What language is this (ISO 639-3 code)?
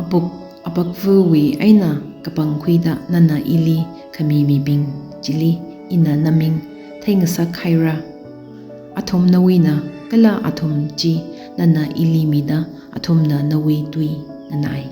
nmf